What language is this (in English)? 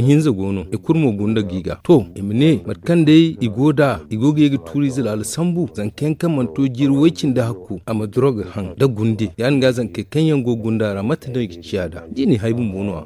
Zarma